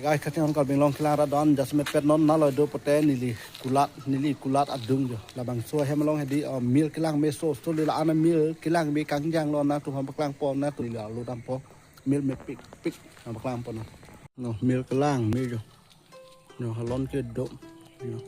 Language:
Karbi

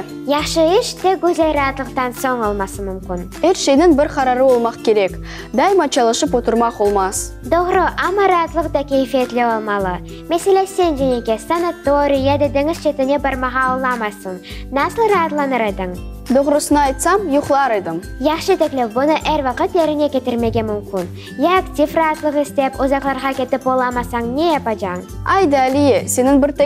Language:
Crimean Tatar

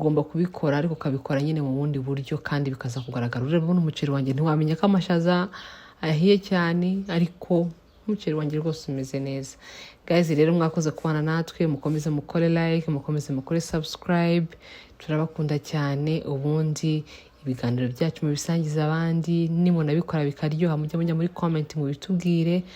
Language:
Kinyarwanda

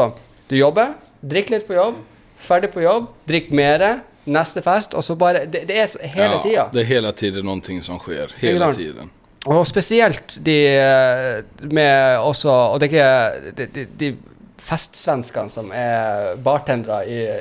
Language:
Norwegian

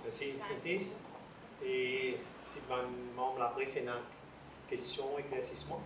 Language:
Morisyen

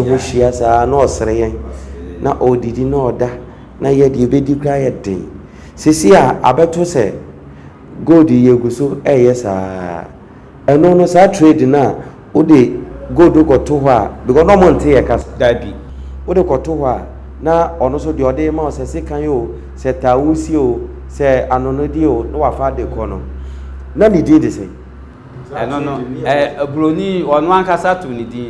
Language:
Akan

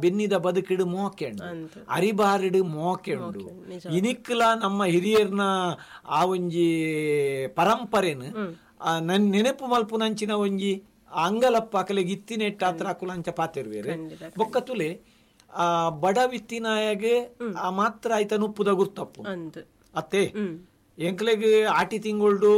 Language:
Tulu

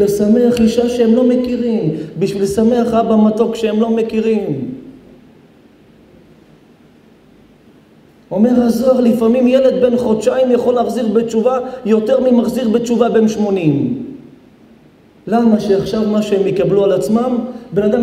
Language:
Hebrew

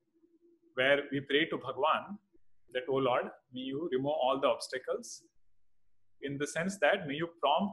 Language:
English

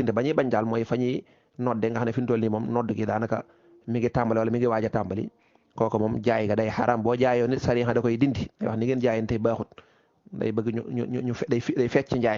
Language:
Wolof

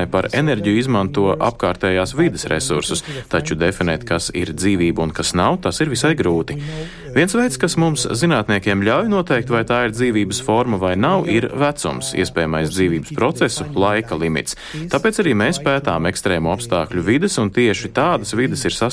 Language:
Latvian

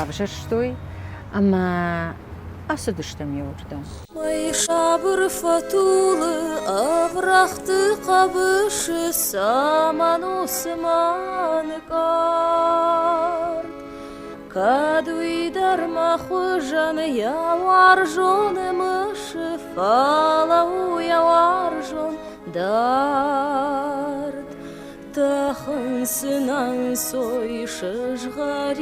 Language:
Ossetic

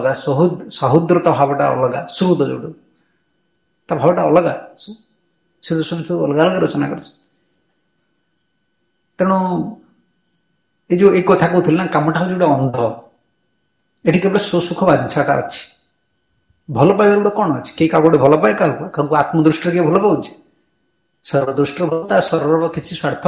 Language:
Odia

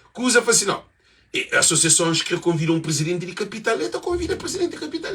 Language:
Kabuverdianu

